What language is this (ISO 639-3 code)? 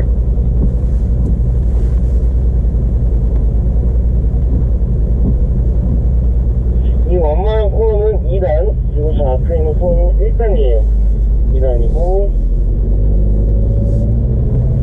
kor